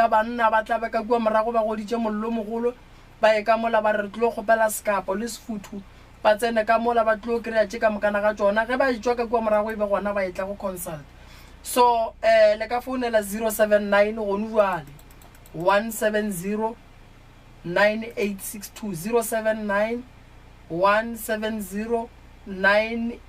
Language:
Northern Sotho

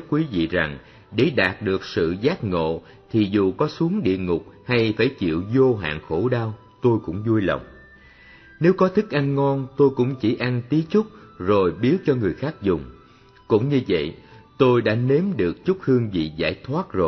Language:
Vietnamese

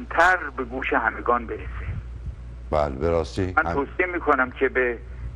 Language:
Persian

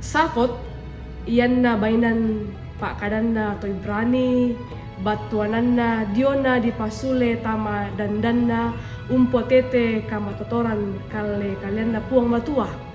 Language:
Toraja-Sa'dan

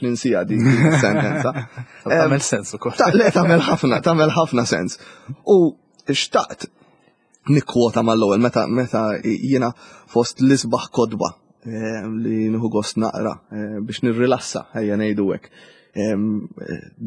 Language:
Maltese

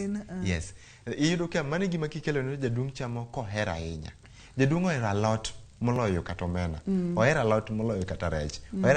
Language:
Luo (Kenya and Tanzania)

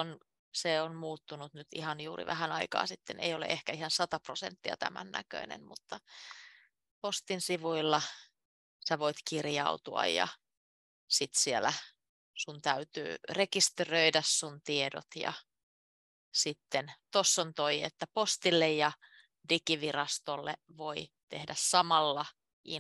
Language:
Finnish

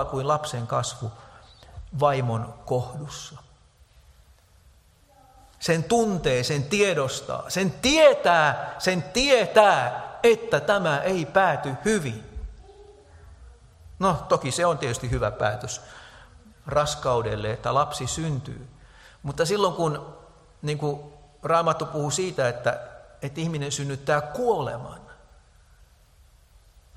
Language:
Finnish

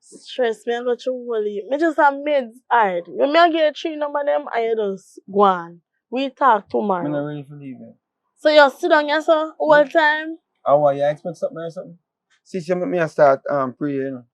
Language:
Jamaican Creole English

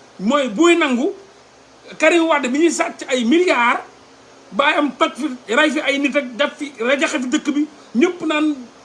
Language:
Wolof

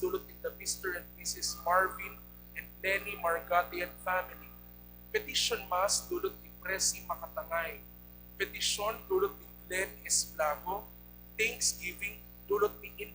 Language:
Bikol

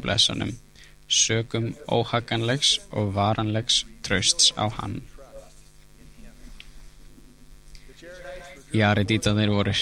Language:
Icelandic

